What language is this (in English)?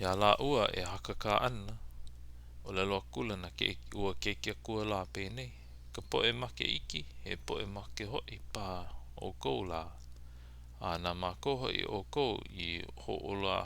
Hawaiian